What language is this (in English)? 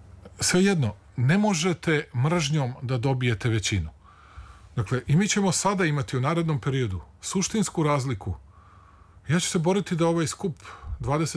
Serbian